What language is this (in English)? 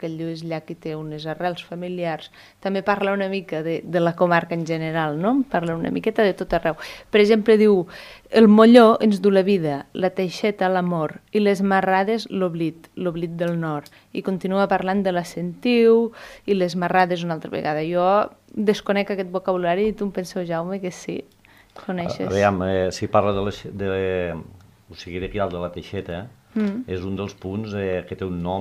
Catalan